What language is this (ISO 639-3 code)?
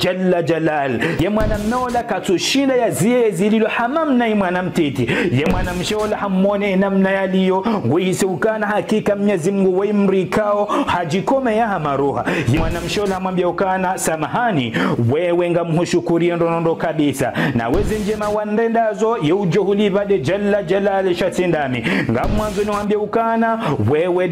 zdj